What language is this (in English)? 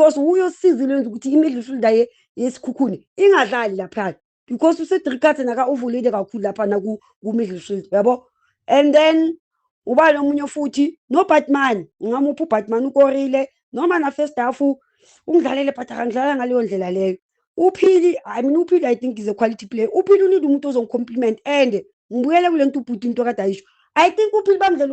Zulu